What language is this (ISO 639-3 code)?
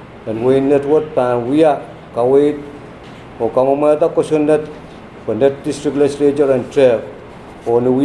pon